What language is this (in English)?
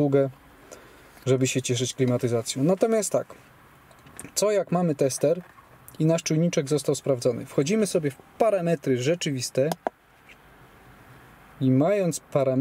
Polish